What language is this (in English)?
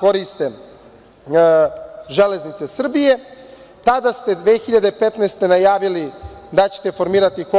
Serbian